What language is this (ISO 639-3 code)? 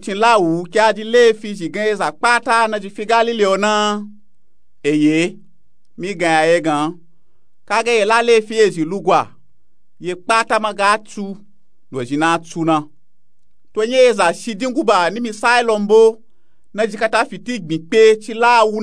nup